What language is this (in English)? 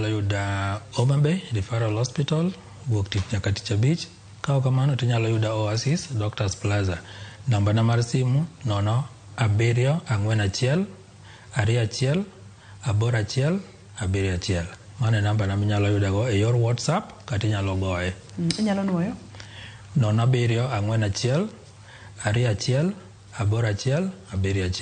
Luo (Kenya and Tanzania)